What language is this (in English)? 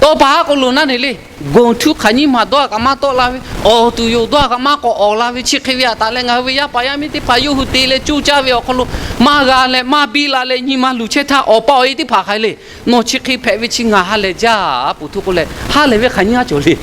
Lahu